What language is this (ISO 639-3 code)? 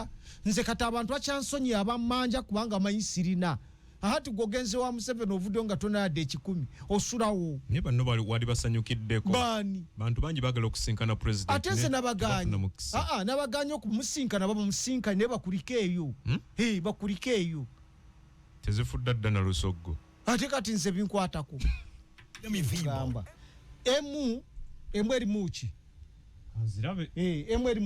lug